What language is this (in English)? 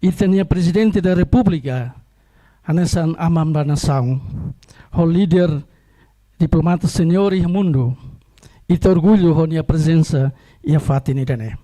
Tetum